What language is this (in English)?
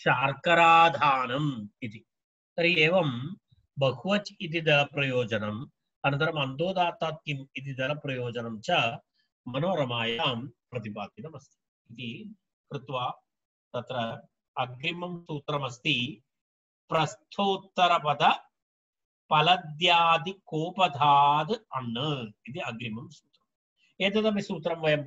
Sanskrit